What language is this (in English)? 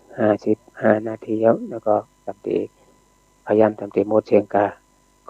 Shan